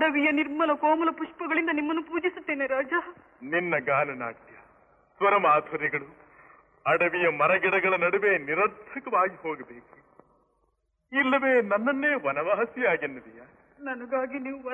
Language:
Kannada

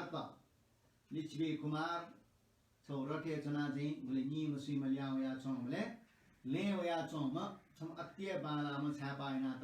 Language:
Newari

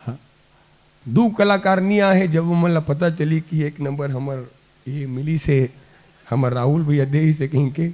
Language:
Chhattisgarhi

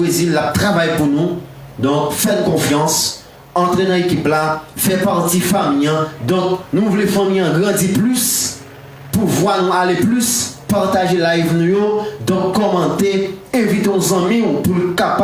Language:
Haitian Creole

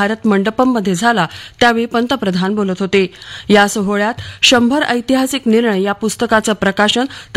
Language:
Marathi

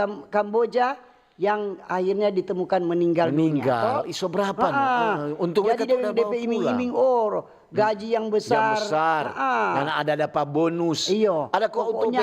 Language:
Manado Malay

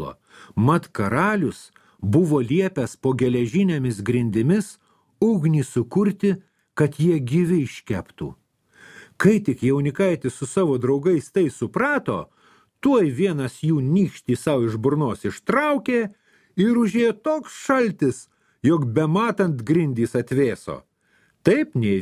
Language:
Lithuanian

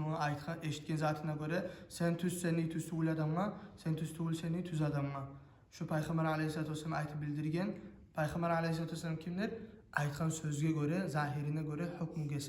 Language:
Kumyk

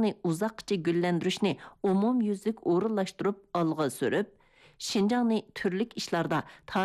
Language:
Uyghur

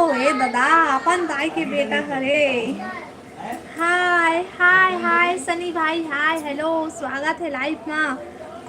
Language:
Chhattisgarhi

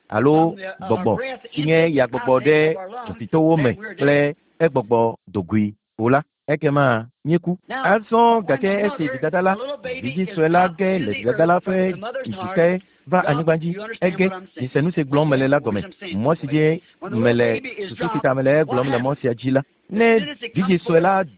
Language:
Ewe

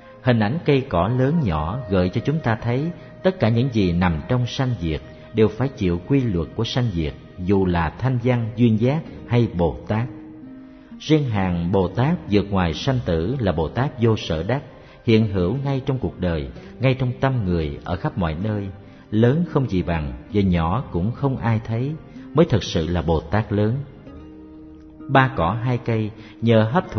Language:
Vietnamese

